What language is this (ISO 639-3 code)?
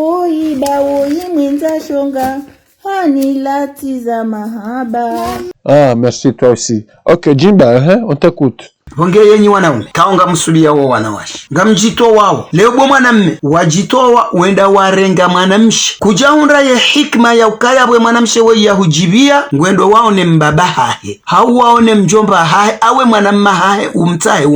zdj